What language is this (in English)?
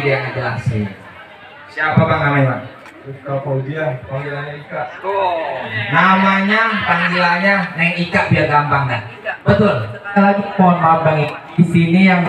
Betawi